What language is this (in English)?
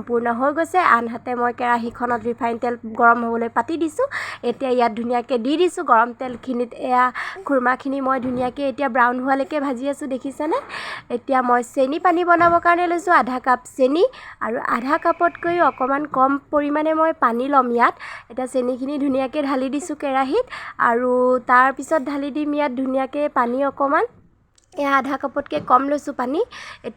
Assamese